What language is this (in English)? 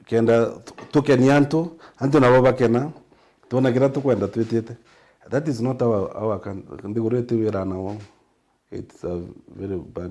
Meru